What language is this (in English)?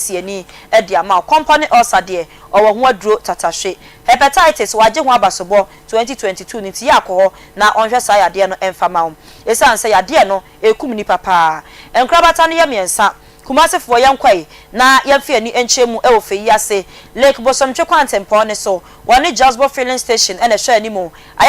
Akan